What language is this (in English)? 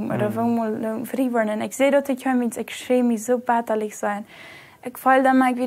Plautdietsch